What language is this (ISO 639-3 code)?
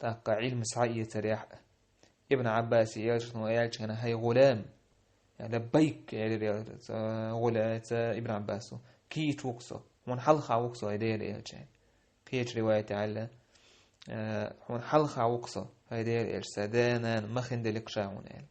che